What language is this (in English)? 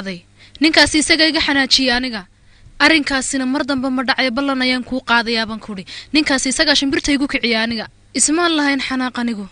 Somali